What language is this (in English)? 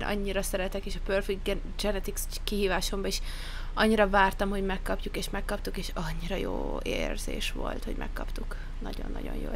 Hungarian